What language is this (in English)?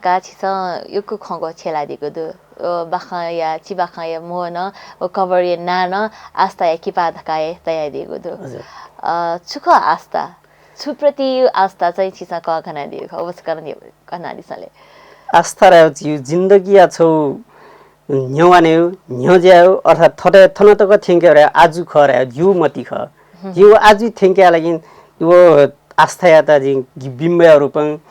Newari